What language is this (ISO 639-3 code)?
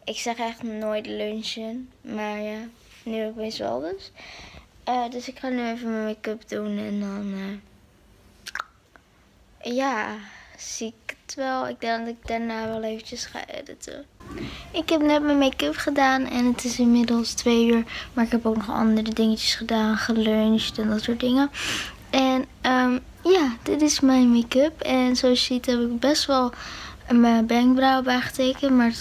nld